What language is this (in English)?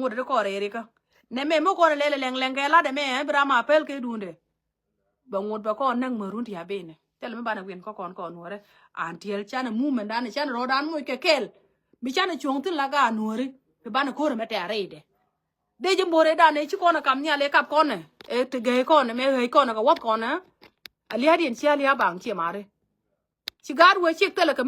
Nuer